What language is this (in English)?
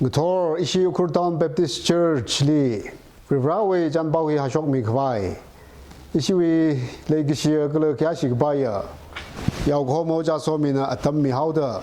Tangkhul Naga (India)